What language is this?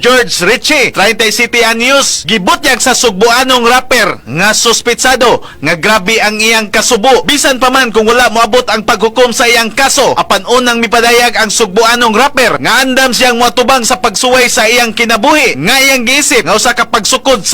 Cebuano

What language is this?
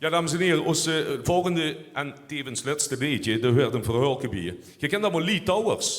Limburgish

